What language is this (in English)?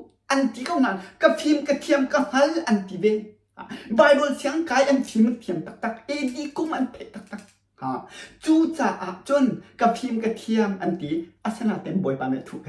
Hakha Chin